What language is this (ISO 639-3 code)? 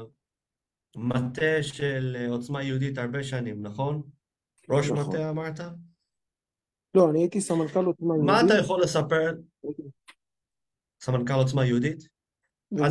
heb